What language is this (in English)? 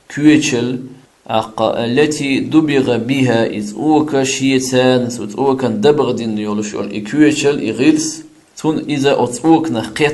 Chechen